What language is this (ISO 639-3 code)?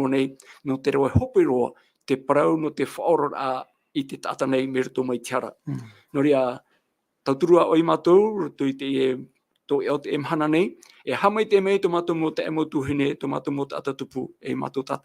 tah